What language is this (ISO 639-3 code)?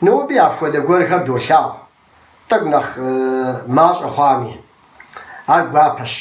kbd